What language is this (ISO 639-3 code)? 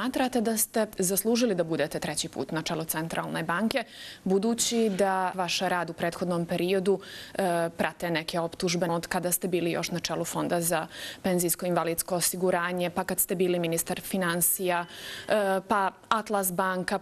bos